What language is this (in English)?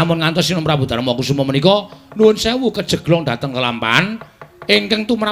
Javanese